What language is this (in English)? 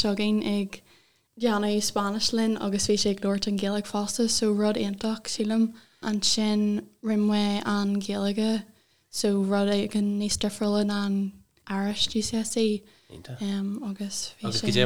Irish